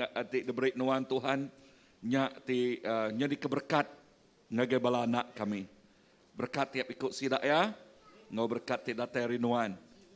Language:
Iban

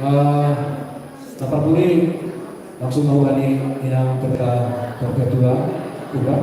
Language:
Batak Simalungun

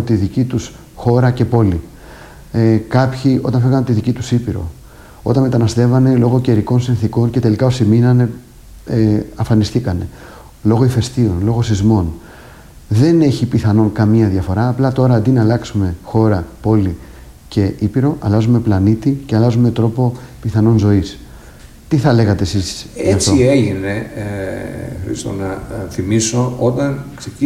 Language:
Greek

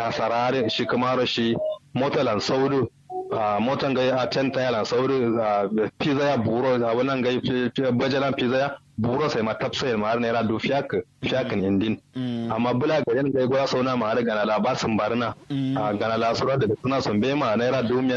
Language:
Kanuri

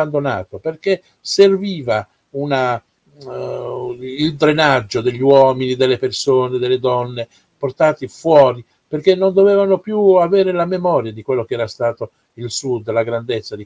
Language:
Italian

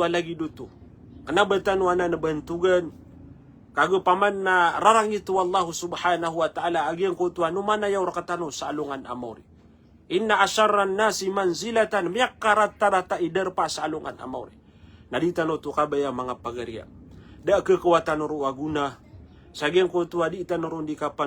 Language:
Maranao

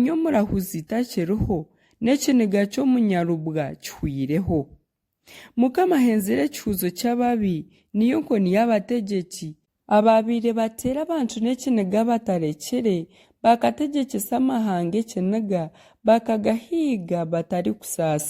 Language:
Nyankole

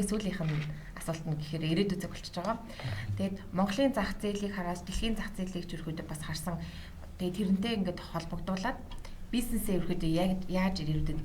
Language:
Mongolian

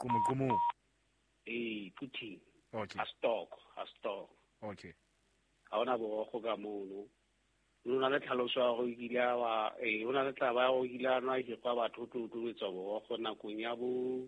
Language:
Southern Sotho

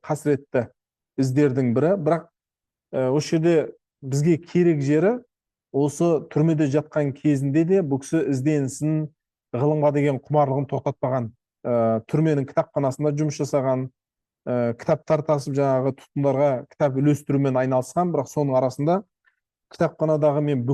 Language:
Kazakh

